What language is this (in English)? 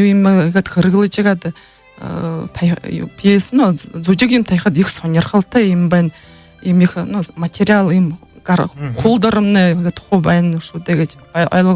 Buriat